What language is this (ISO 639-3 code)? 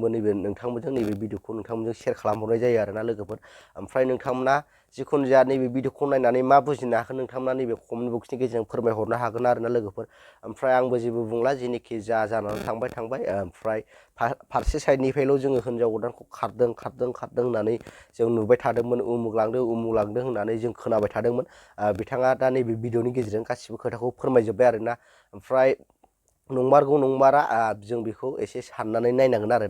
brx